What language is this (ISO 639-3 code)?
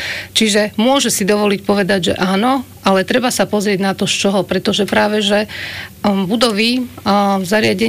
slk